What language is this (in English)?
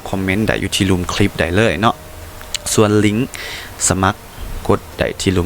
Lao